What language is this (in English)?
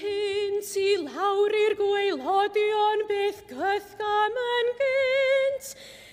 Welsh